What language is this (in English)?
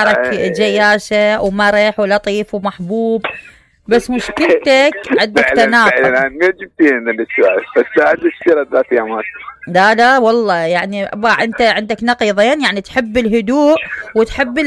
Mesopotamian Arabic